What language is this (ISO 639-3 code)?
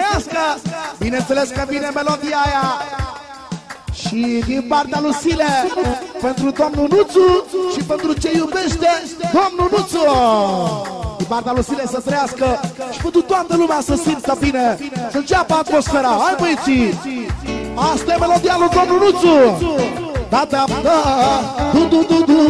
ron